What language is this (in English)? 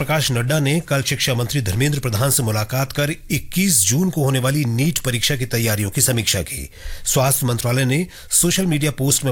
Hindi